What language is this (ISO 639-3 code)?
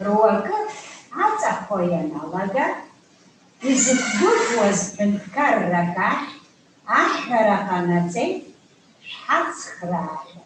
abk